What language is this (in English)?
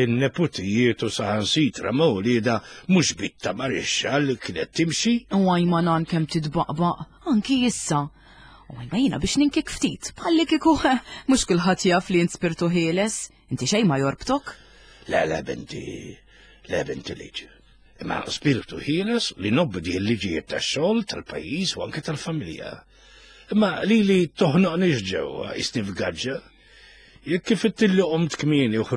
Maltese